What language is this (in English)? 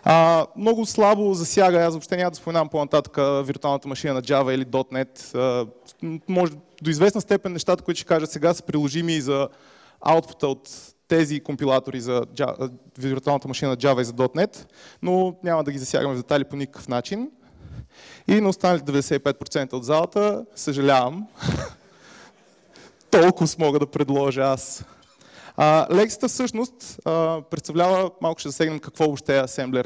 Bulgarian